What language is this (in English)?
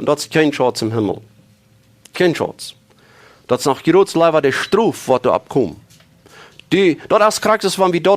Plautdietsch